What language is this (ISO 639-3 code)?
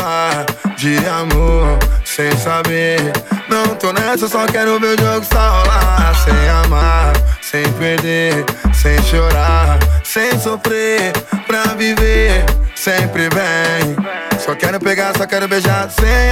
por